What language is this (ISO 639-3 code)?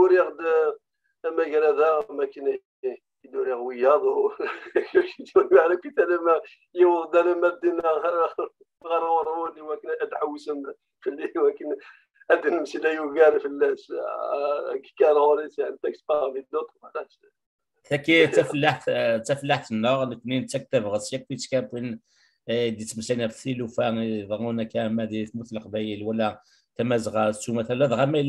kab